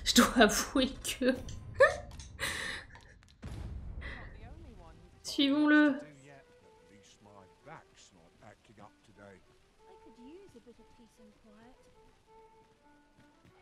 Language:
French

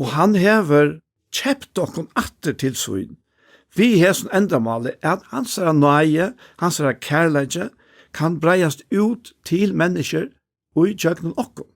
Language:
Faroese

